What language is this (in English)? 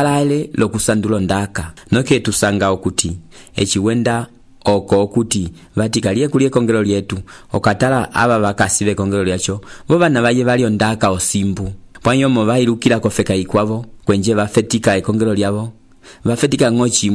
Umbundu